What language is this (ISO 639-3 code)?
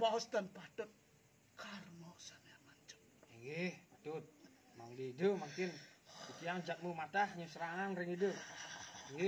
ban